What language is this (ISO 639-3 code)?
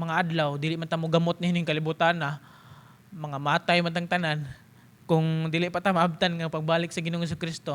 ceb